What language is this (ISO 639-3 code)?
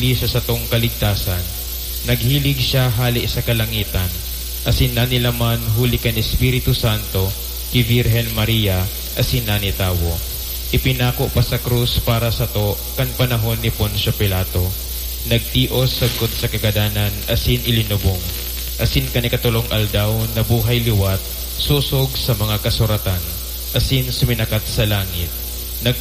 bik